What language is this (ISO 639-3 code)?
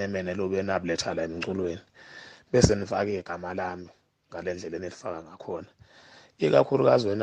zul